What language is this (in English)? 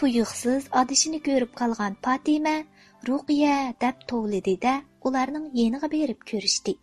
Uyghur